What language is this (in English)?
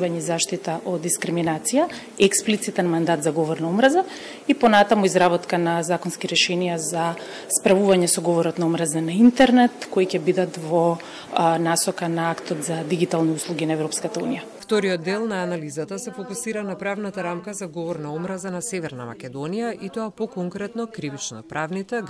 Macedonian